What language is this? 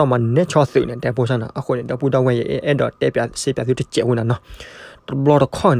S'gaw Karen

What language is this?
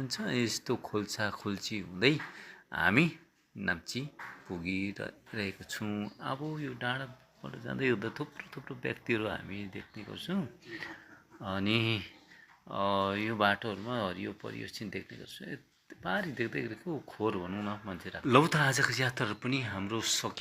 Nepali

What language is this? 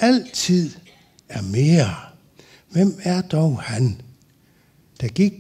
Danish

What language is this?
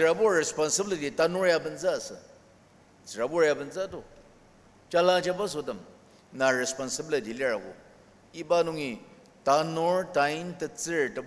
Ao Naga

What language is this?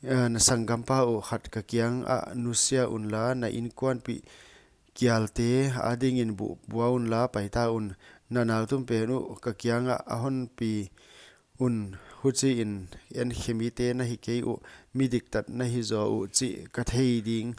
Paite Chin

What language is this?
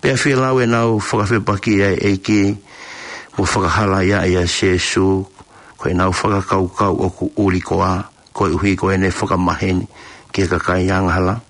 Tongan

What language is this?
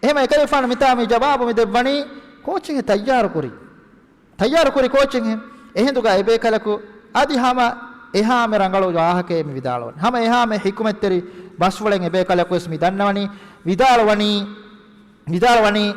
Divehi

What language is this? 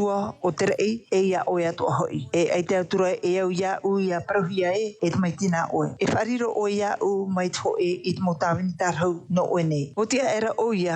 Tahitian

